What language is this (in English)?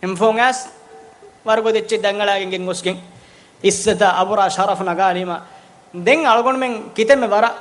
Divehi